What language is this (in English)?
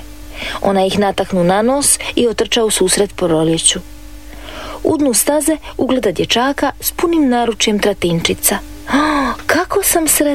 Croatian